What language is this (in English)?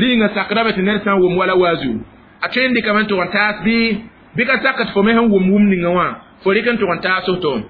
Mossi